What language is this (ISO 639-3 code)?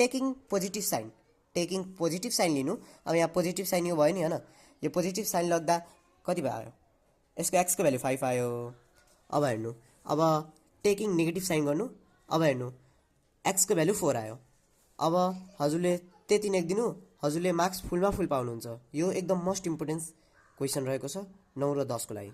nep